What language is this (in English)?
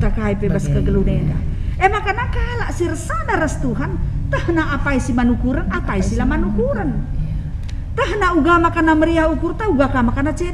Batak Karo